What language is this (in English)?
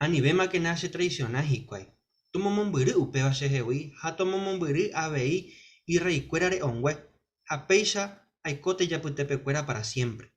Guarani